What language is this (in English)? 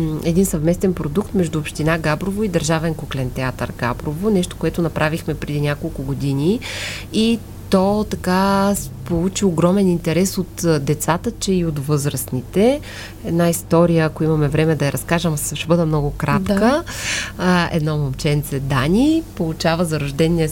Bulgarian